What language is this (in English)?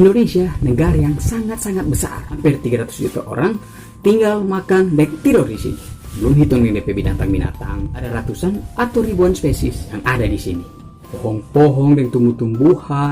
Manado Malay